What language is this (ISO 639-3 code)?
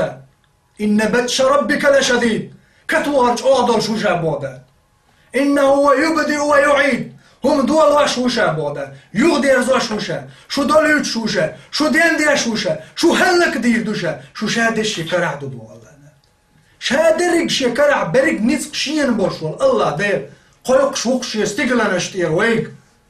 che